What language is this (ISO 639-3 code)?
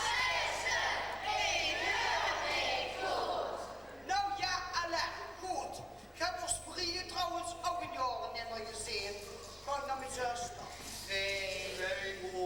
lim